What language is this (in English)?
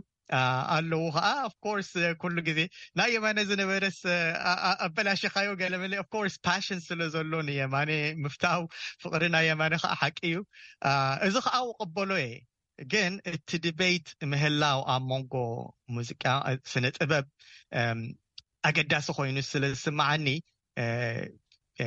Tigrinya